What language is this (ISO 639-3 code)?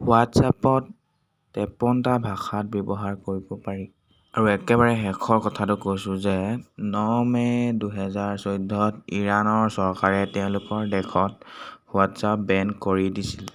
asm